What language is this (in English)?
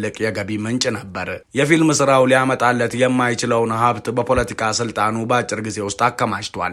Amharic